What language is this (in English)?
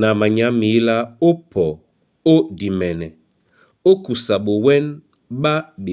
Duala